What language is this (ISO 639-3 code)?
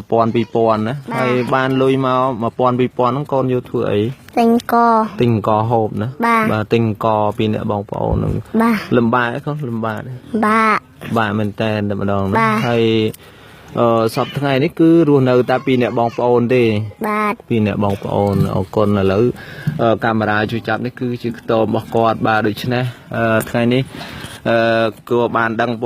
khm